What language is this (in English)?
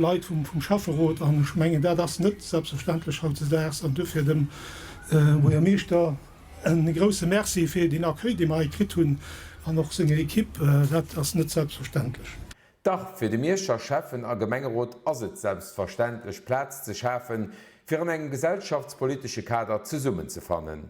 Luxembourgish